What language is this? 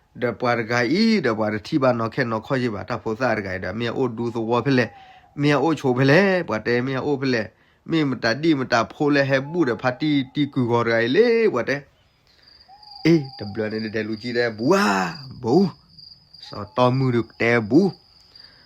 S'gaw Karen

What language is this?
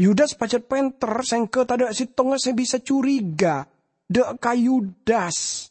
Madurese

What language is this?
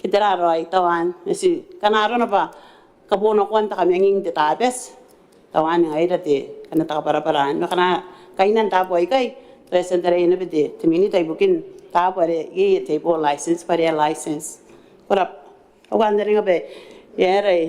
Gilbertese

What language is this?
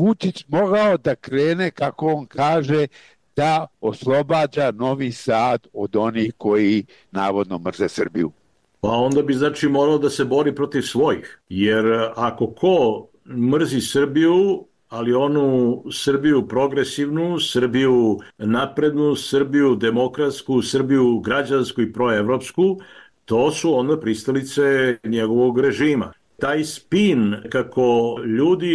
Serbian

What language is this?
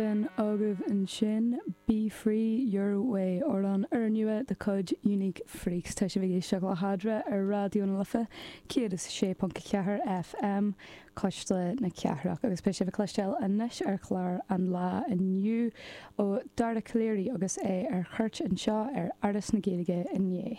Irish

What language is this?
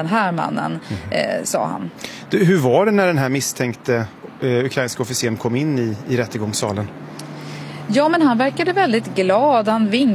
Swedish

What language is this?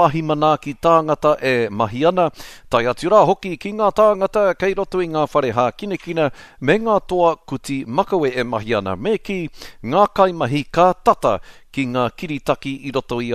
Māori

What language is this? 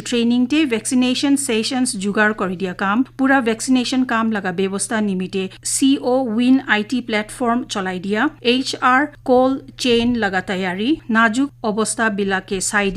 Naga Pidgin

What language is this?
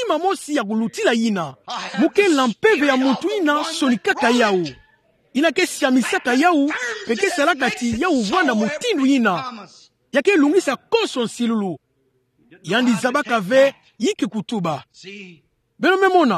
Kituba (Democratic Republic of Congo)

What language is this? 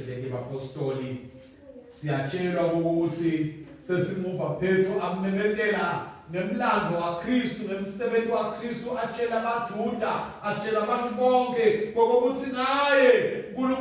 Swati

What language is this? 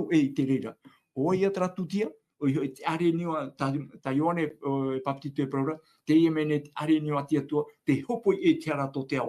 Tahitian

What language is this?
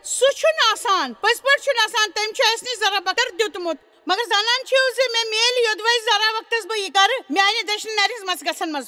Kashmiri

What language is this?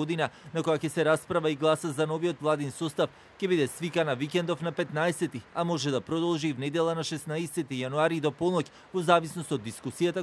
Macedonian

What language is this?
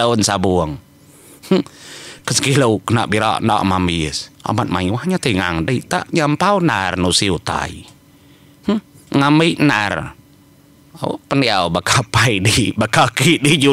Iban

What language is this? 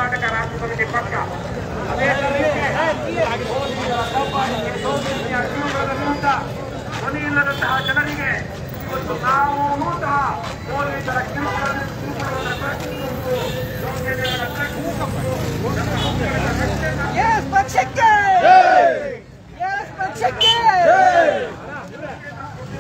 Kannada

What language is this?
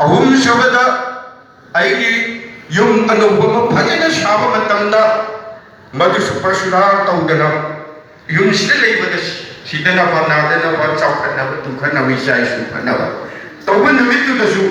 Manipuri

